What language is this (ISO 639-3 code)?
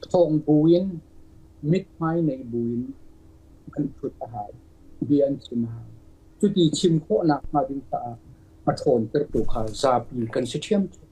cnh